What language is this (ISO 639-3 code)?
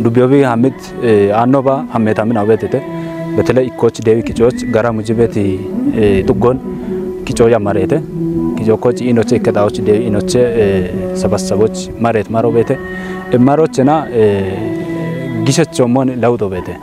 kbr